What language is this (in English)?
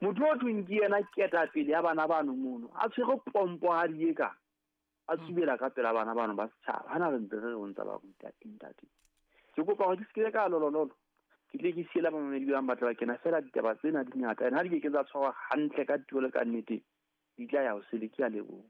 Southern Sotho